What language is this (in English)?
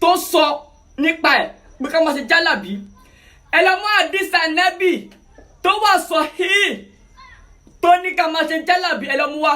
Yoruba